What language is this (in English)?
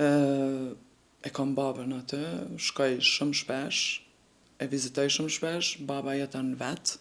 Albanian